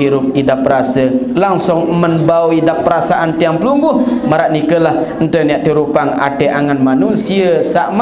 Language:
Sasak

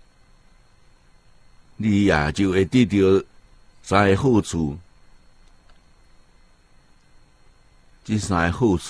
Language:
Chinese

